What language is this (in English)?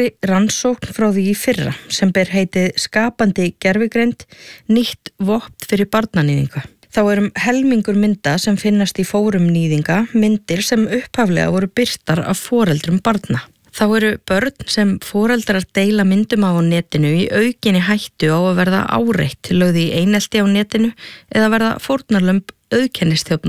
Icelandic